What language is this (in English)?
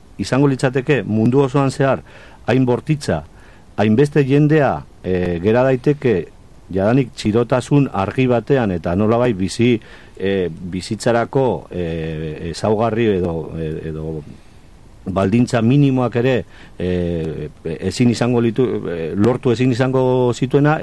Basque